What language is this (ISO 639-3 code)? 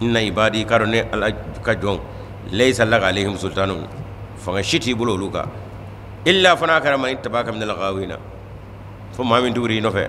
bam